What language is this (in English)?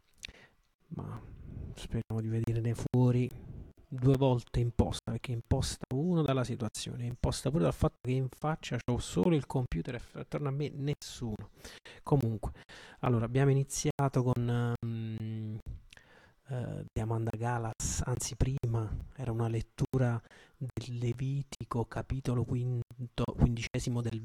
Italian